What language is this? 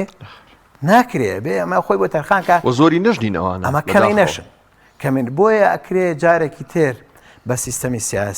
Central Kurdish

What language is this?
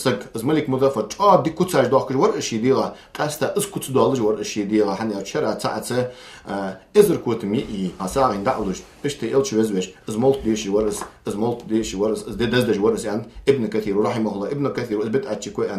Ingush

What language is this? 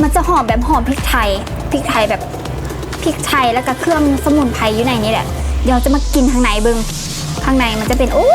Lao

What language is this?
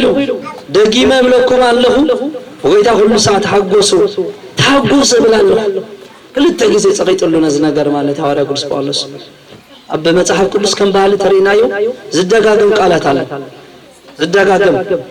Tigrinya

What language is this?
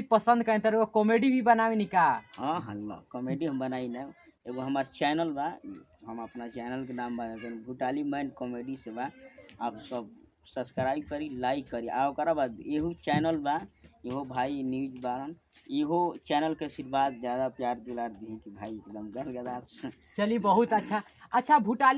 Bhojpuri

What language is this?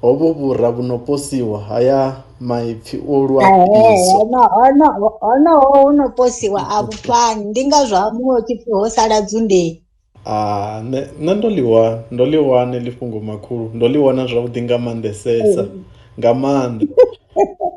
Venda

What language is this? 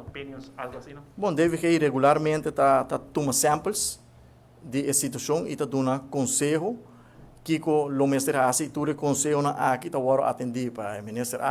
Papiamento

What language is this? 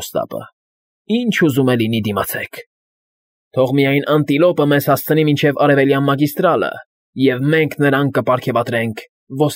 Armenian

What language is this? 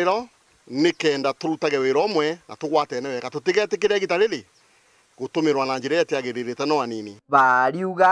Meru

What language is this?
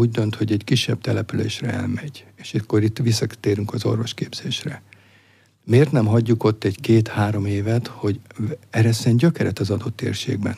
Hungarian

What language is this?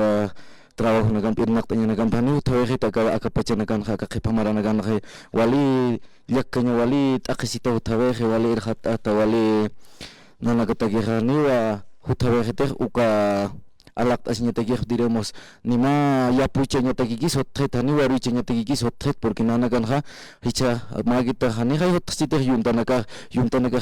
Aymara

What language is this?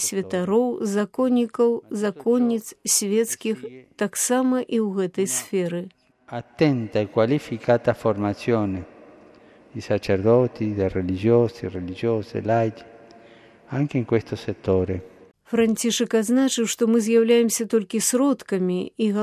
Belarusian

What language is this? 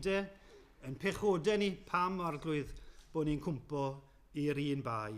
Welsh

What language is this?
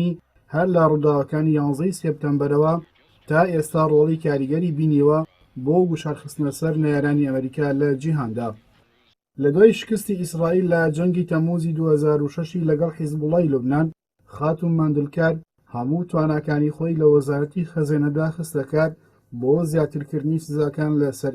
Central Kurdish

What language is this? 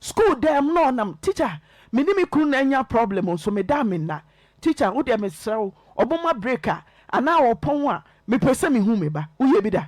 Akan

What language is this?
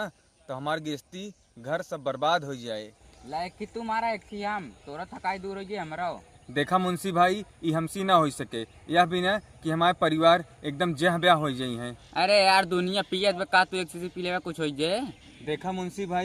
Awadhi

